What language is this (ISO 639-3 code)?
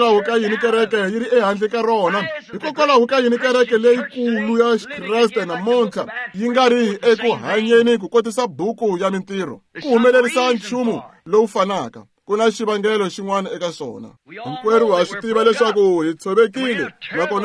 tso